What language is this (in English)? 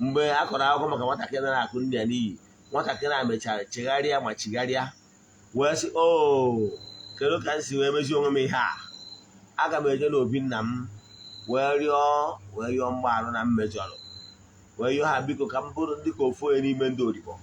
Igbo